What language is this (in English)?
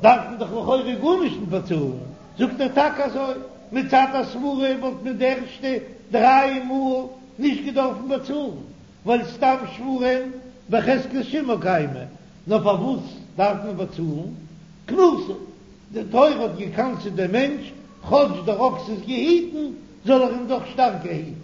Yiddish